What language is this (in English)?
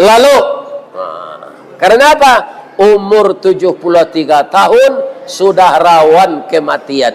Minangkabau